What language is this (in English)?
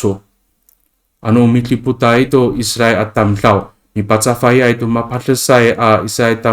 Amis